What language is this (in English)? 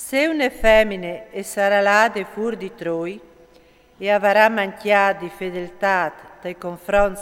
Friulian